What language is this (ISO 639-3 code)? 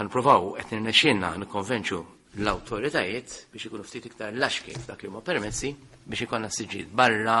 mlt